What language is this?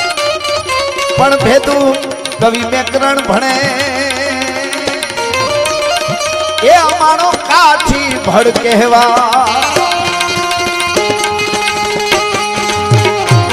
Gujarati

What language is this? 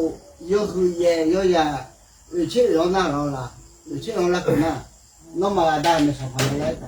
Akha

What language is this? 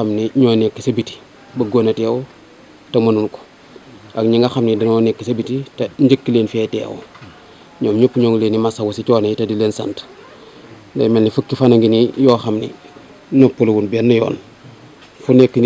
Wolof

